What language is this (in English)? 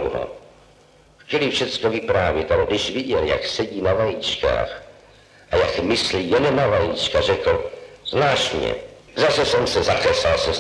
Czech